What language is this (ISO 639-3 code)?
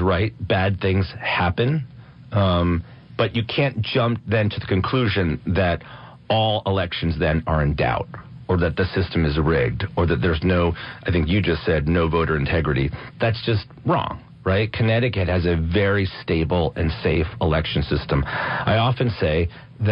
eng